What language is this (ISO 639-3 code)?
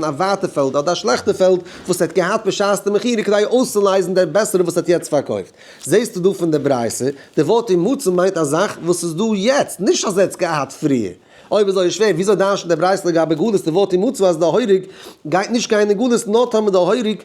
yid